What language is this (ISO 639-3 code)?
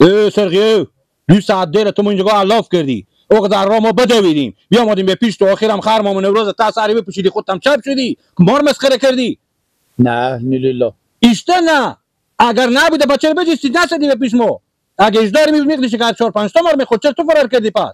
fas